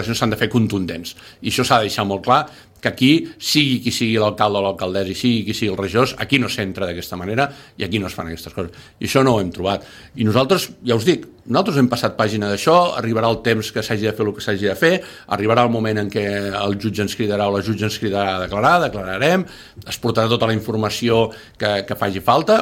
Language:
Catalan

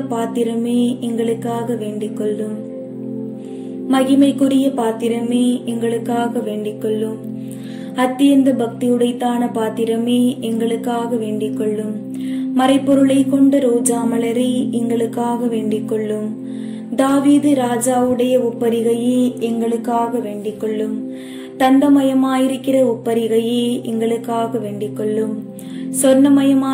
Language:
Tamil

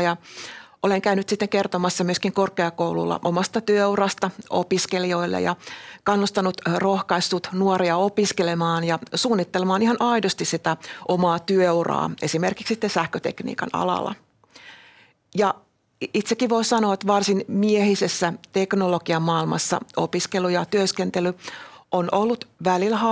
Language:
Finnish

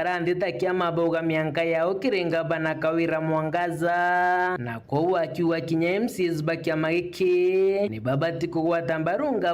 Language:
Meru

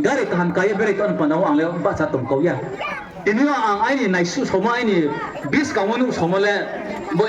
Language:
Riang (India)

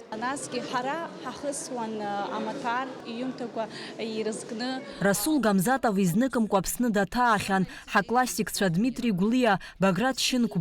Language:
Abkhazian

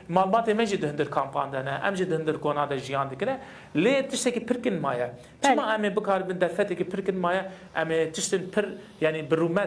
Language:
Kurdish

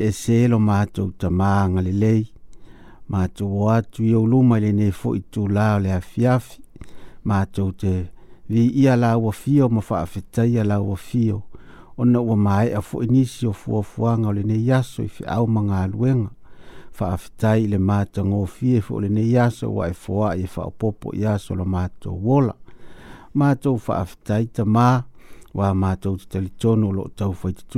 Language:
Samoan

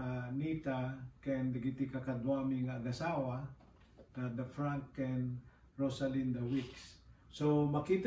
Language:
Iloko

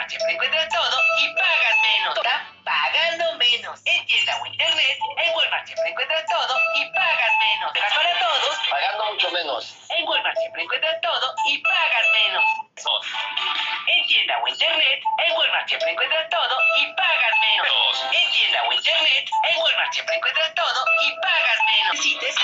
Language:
Spanish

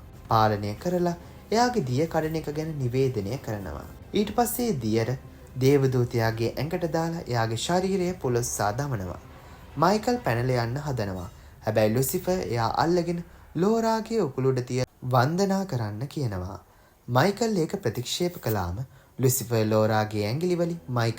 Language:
Sinhala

